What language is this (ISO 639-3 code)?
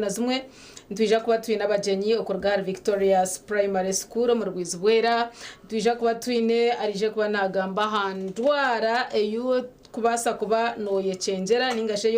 nyn